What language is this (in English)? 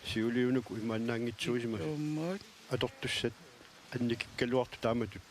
Kalaallisut